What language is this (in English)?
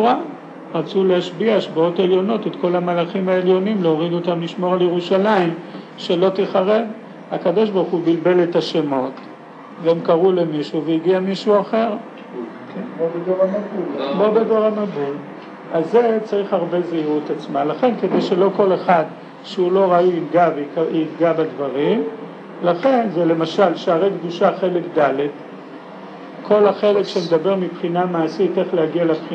Hebrew